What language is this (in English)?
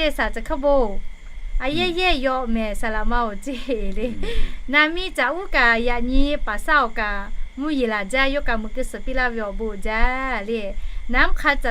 Lahu